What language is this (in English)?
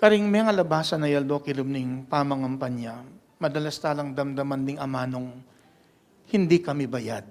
Pampanga